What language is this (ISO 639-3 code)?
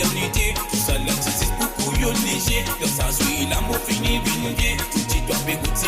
mfe